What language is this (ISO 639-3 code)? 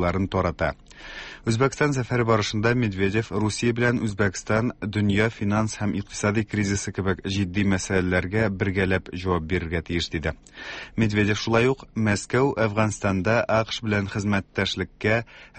tat